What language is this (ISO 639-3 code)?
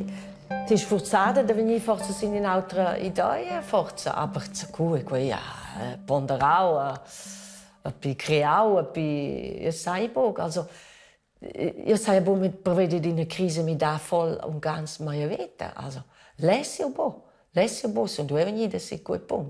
roh